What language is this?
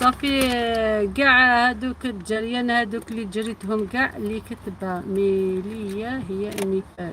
Algerian Arabic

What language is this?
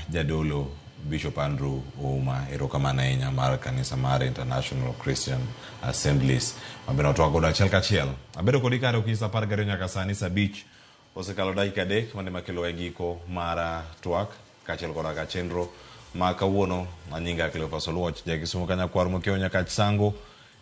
Luo (Kenya and Tanzania)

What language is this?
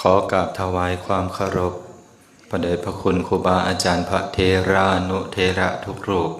Lao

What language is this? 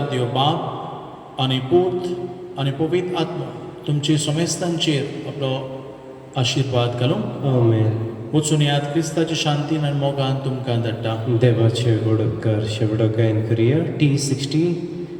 Konkani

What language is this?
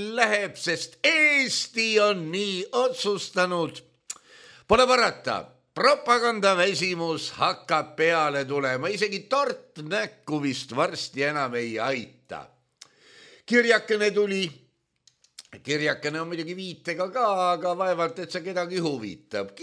Estonian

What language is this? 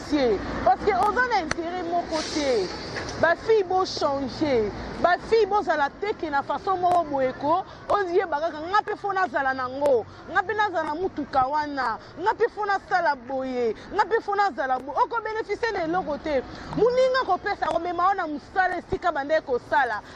Lingala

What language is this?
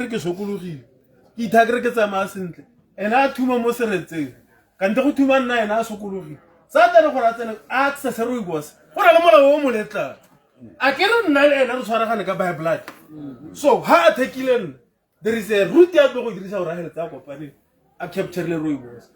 Tswana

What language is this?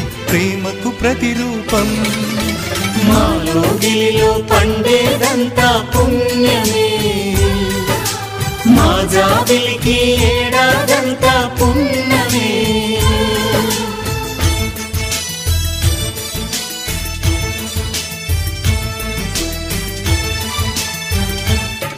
Telugu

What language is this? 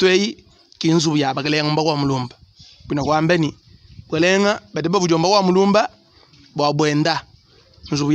Luba-Lulua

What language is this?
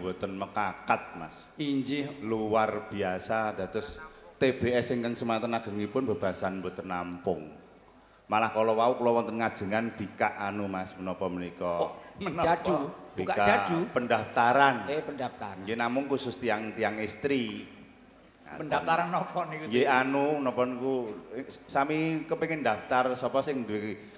Javanese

